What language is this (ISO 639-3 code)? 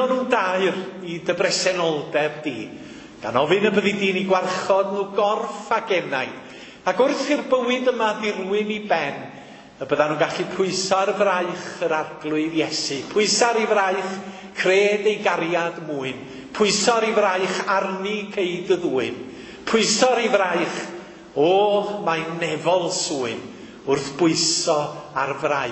cym